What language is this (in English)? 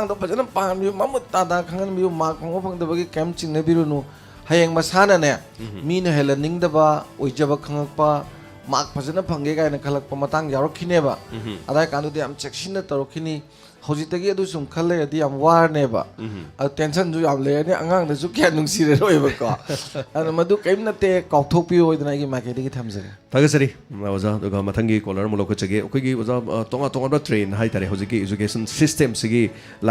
Manipuri